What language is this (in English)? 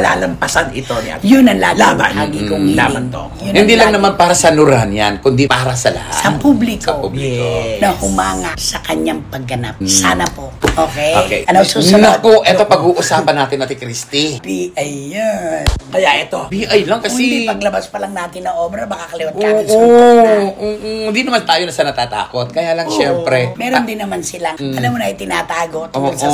Filipino